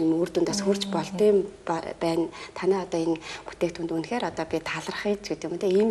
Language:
Mongolian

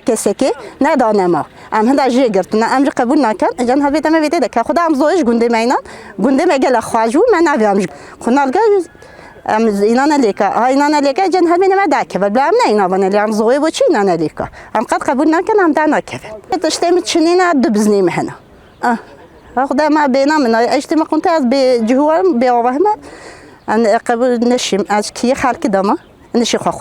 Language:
Kurdish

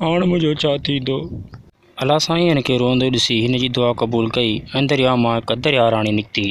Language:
Sindhi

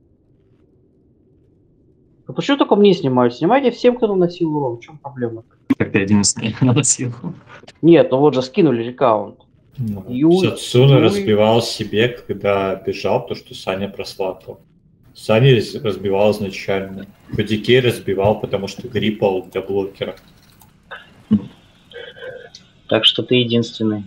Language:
Russian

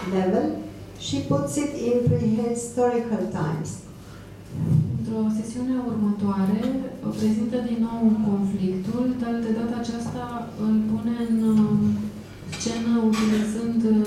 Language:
Romanian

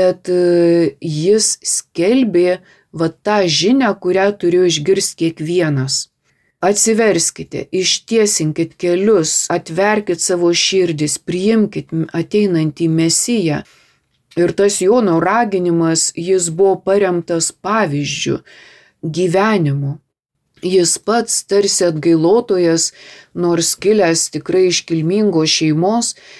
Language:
Lithuanian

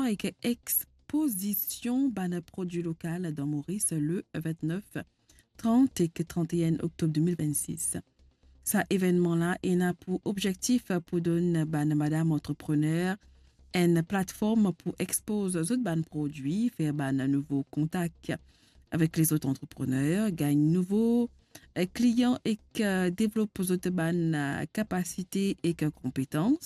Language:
Morisyen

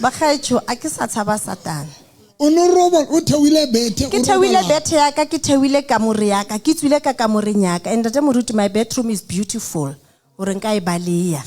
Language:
Southern Sotho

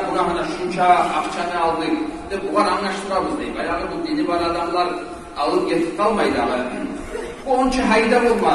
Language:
Kumyk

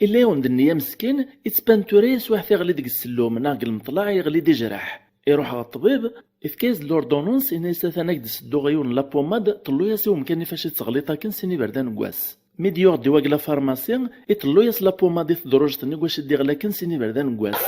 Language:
Kabyle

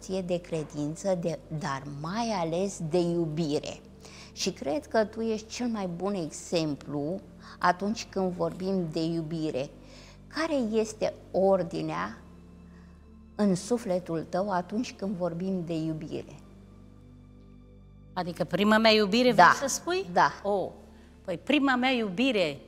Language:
Romanian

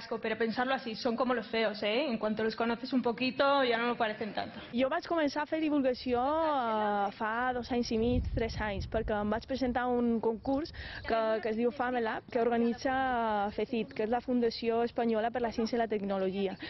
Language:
Catalan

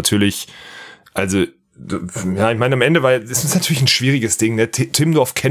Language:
German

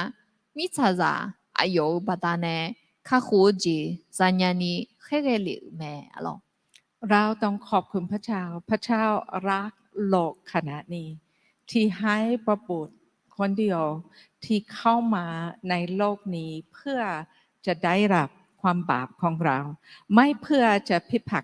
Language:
Akha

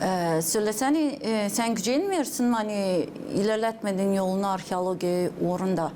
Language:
Gagauz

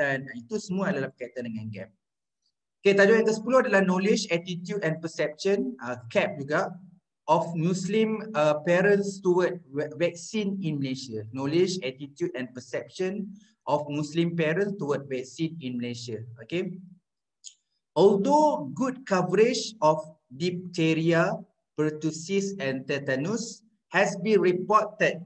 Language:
Malay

